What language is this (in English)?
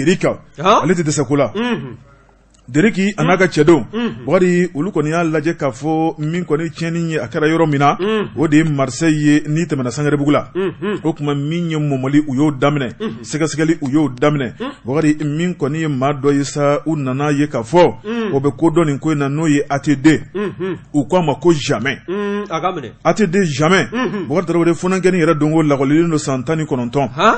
Bambara